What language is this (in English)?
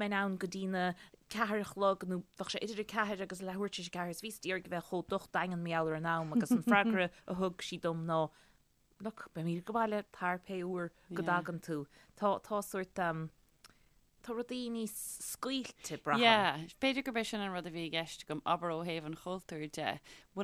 Irish